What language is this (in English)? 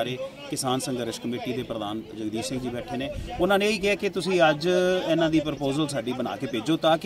Punjabi